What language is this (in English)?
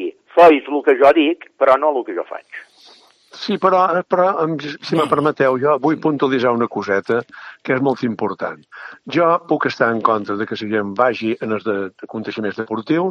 Catalan